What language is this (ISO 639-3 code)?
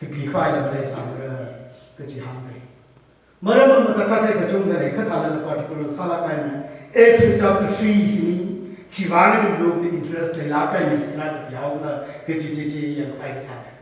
nmf